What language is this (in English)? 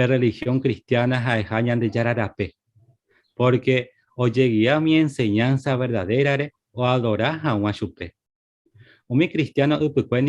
Guarani